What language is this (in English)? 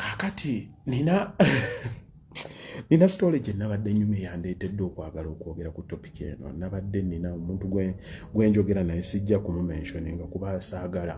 Ganda